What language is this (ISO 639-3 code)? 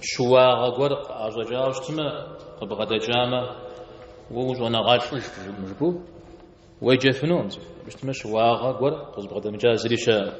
kbd